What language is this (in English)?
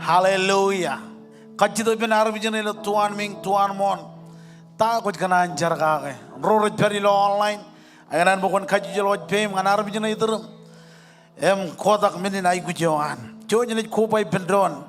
Marshallese